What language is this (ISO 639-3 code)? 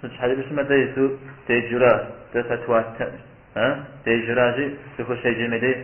kbd